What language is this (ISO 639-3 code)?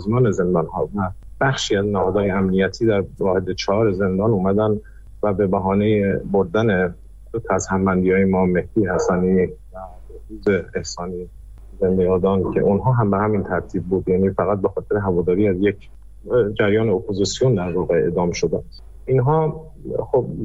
fas